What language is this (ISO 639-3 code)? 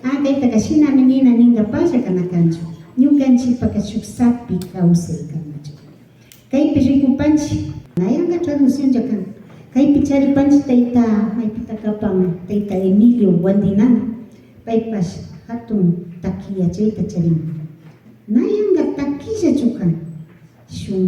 qvi